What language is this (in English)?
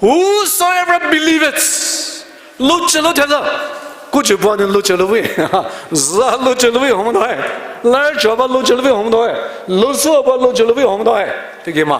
Poumei Naga